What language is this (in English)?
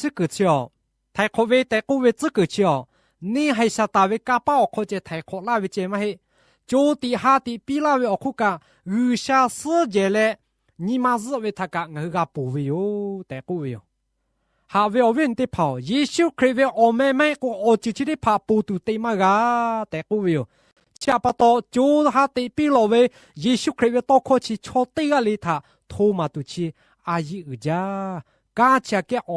Lahu